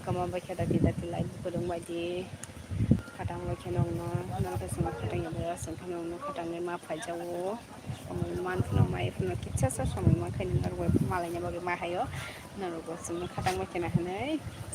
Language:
Kok Borok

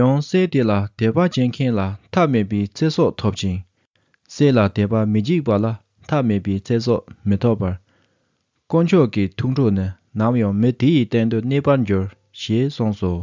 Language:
Tibetan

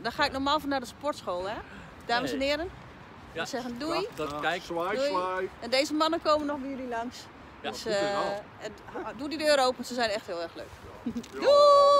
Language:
Dutch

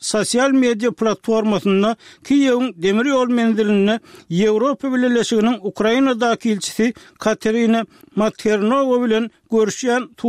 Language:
Turkmen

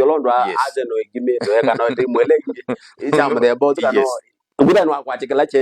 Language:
Kamba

